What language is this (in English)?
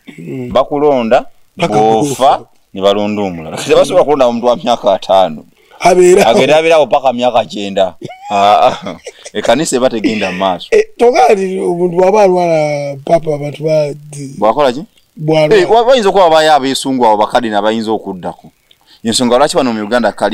Ganda